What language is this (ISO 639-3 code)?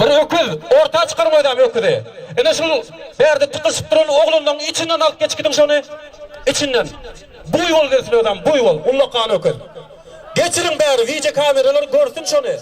tuk